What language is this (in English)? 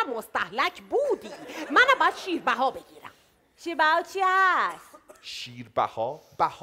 Persian